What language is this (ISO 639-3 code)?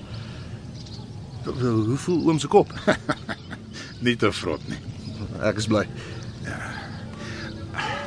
afr